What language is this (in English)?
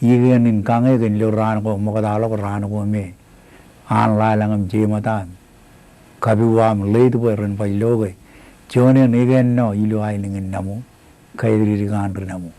Marshallese